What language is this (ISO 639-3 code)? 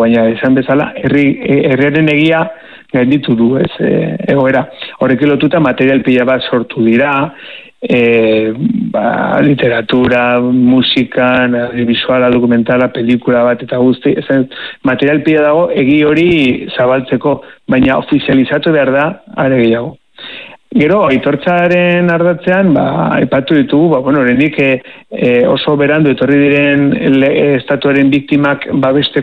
eus